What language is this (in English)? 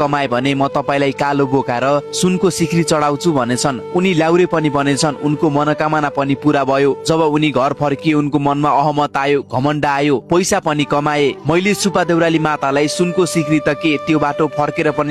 Nepali